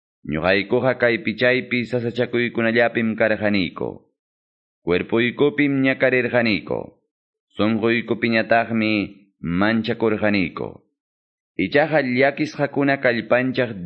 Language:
Quechua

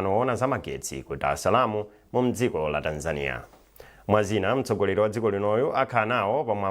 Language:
Nyanja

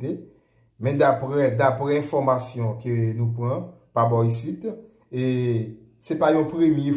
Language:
Haitian Creole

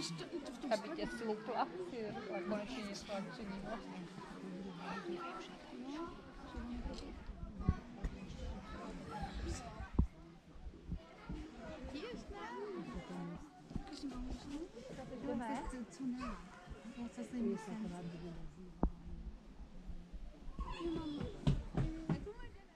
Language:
Czech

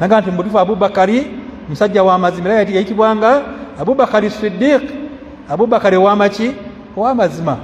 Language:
Ganda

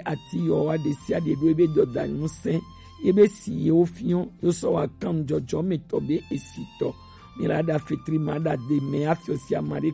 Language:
Gen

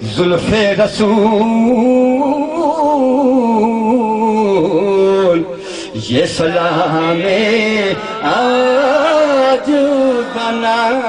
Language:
Saraiki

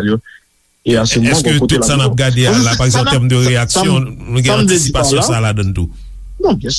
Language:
Haitian Creole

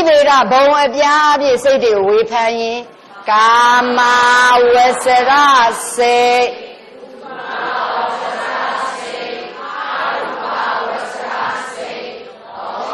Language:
Burmese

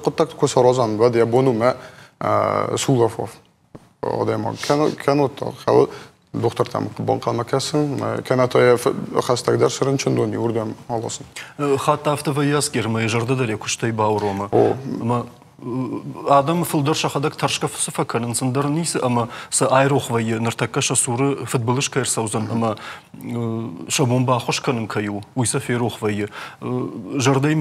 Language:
Ossetic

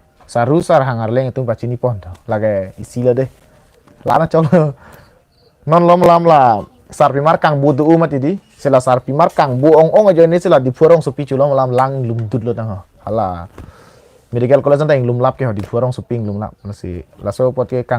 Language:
Karbi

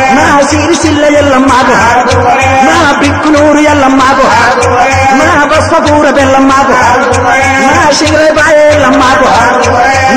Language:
Telugu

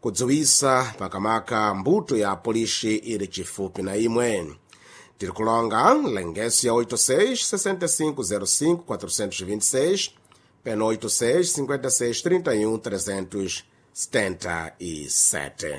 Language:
Sena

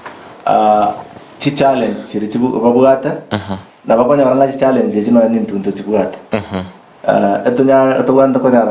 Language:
Gusii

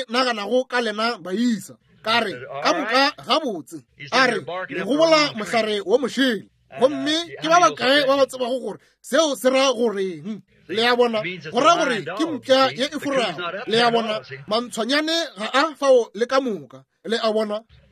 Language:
Northern Sotho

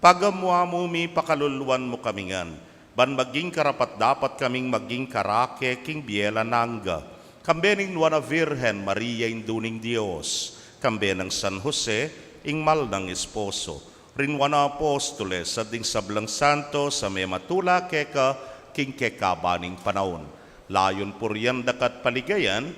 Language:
Pampanga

